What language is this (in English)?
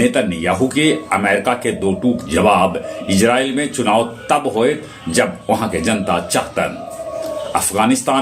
Magahi